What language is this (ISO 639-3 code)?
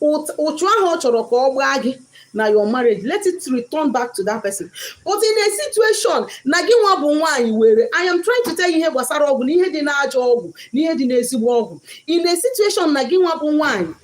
ibo